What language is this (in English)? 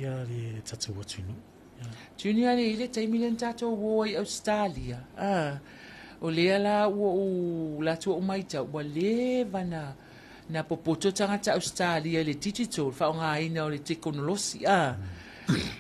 Samoan